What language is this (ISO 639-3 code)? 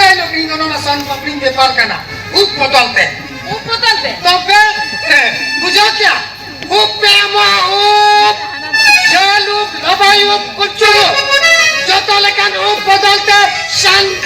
sat